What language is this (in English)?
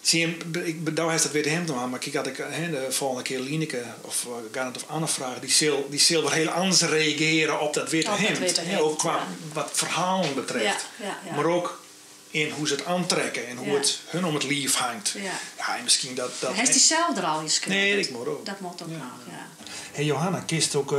Western Frisian